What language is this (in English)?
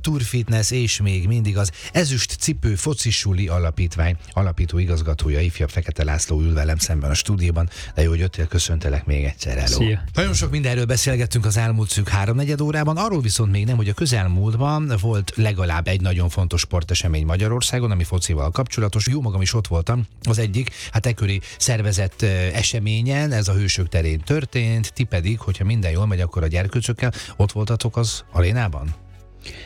Hungarian